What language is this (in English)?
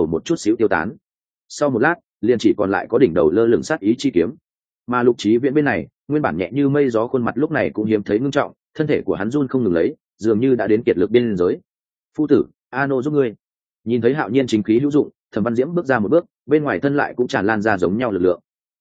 Vietnamese